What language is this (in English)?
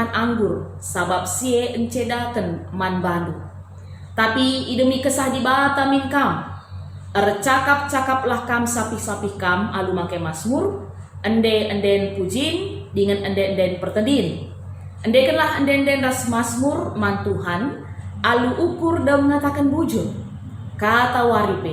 Batak Karo